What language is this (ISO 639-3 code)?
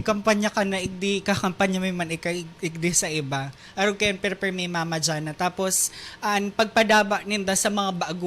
bik